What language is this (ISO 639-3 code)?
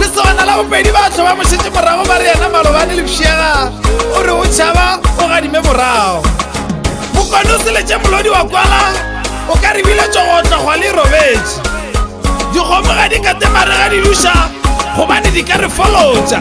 nso